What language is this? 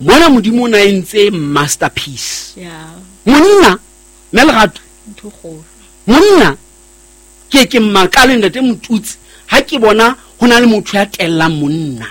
Southern Sotho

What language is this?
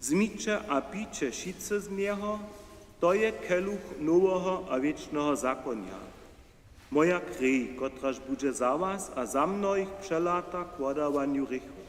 Upper Sorbian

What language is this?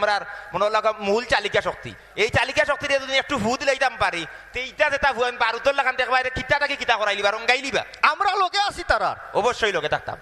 Sylheti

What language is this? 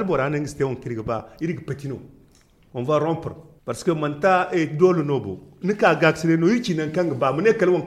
Zarma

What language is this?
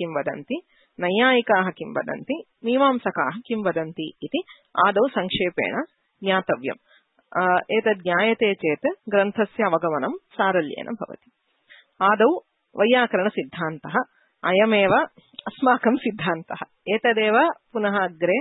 Sanskrit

